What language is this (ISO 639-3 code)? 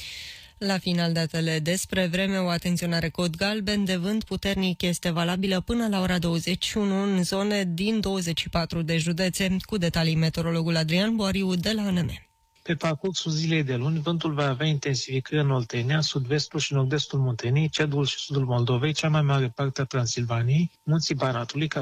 ron